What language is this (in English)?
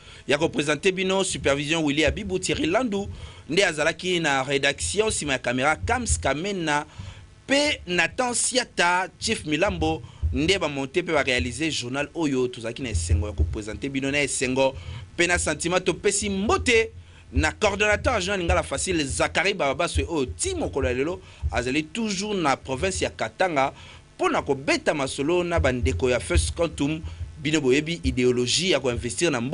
Lingala